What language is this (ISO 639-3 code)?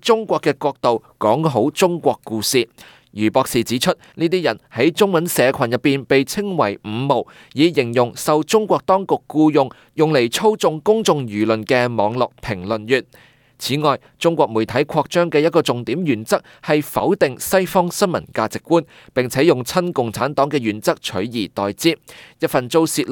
yue